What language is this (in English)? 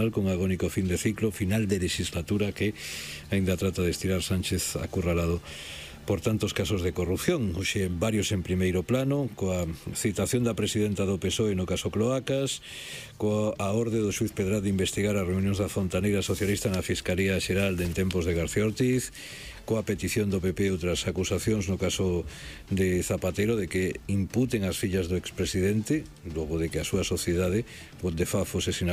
Galician